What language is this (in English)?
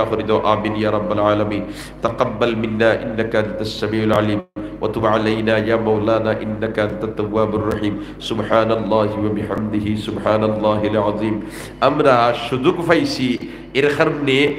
Sylheti